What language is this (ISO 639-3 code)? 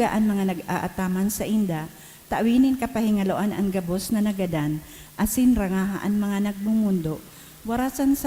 bik